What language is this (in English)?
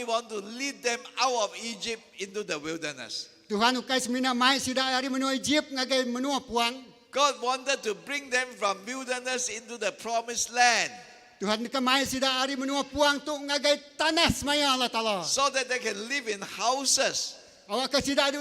Iban